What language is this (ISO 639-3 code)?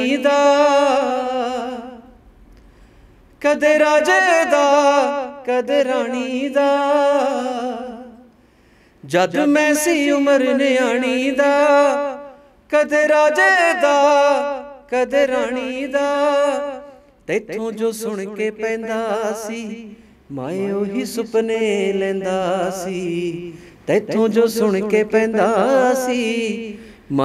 pan